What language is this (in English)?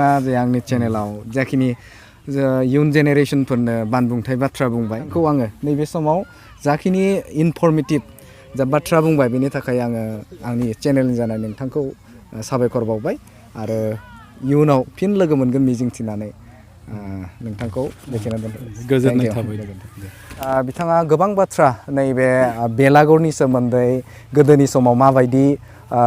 Bodo